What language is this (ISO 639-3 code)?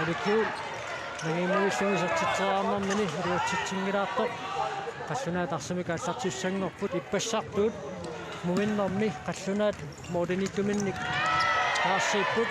kal